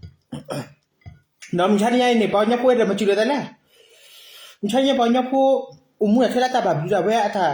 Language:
S'gaw Karen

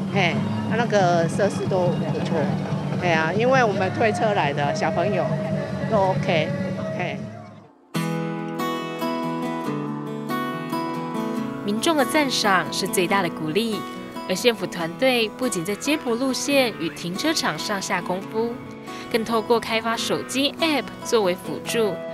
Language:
Chinese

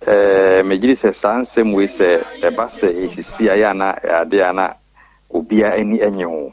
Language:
Akan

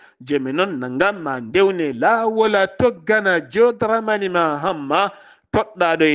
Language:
Fula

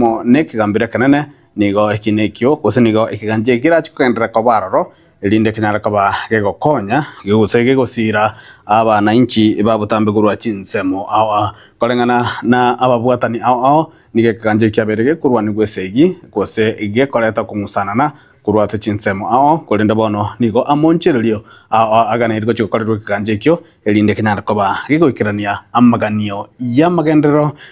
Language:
Gusii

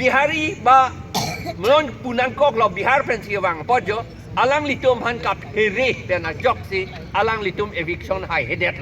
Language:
Karbi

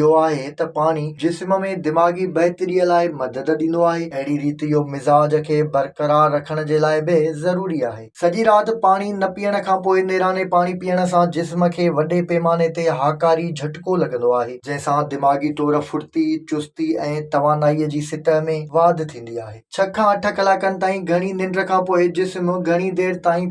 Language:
Sindhi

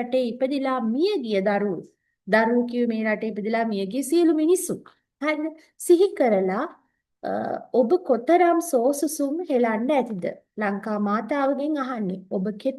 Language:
Sinhala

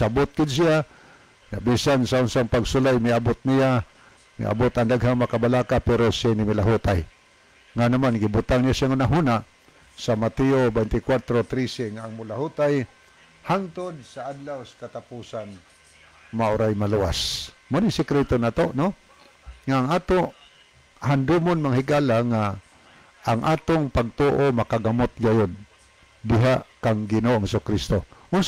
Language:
Cebuano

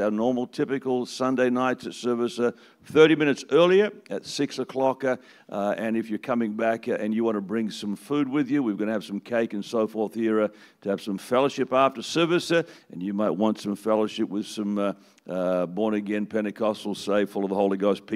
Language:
English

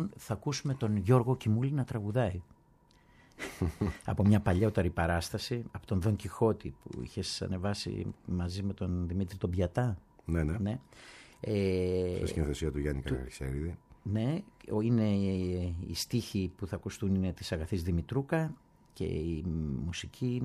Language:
Greek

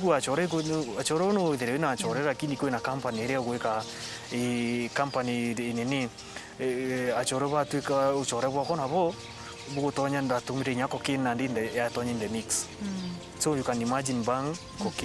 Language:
Meru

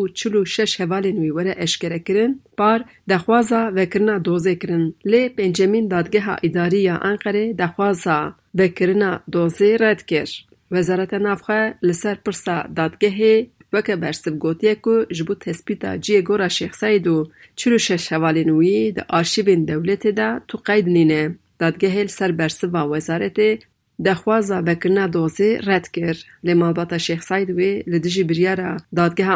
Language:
Kurdish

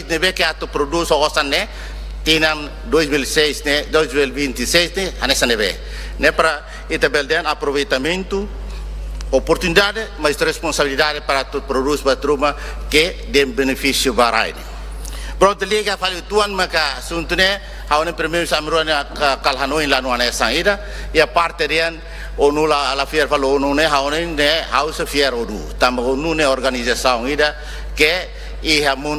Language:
Tetum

